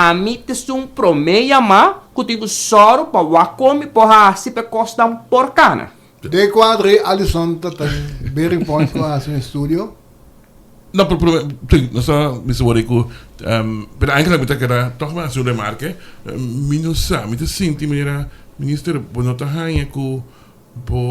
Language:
Papiamento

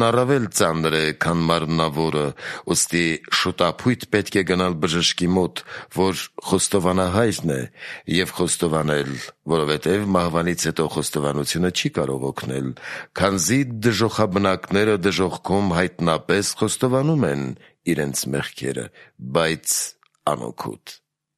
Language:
Armenian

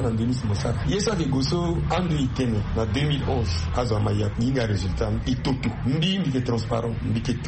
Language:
Sango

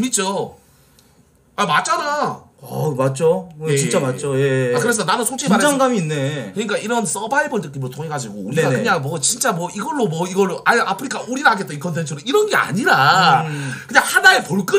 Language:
Korean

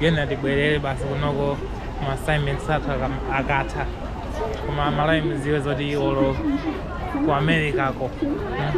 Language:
Nyanja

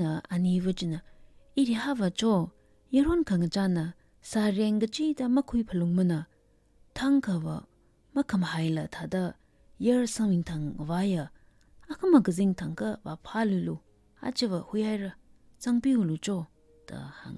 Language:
Tangkhul Naga (India)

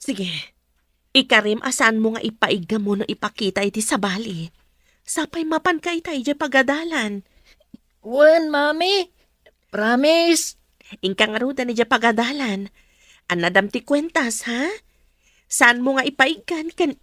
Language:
Iloko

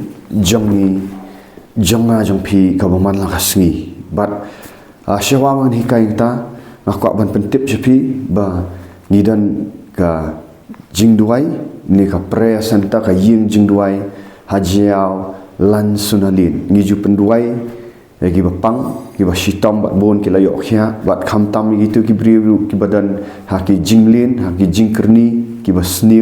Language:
Khasi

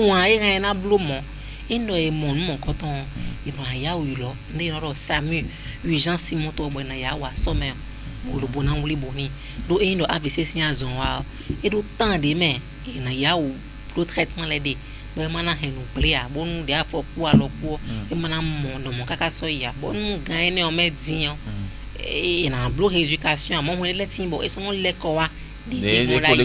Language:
Fon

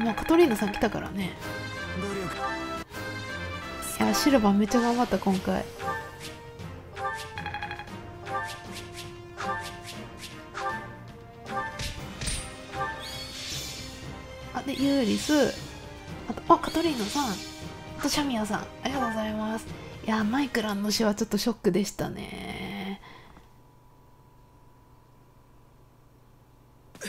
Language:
Japanese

